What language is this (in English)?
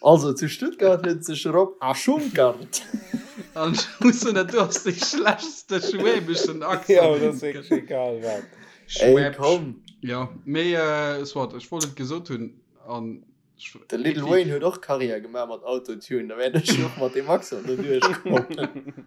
Luxembourgish